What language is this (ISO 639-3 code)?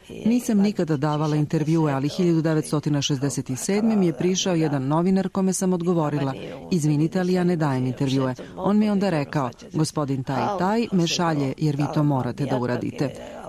srp